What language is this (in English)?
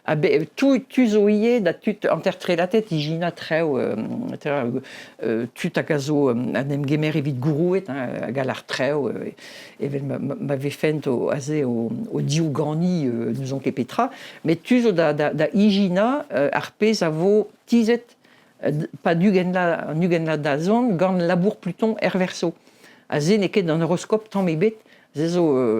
Breton